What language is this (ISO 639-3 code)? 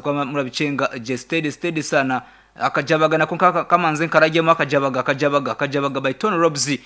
nyn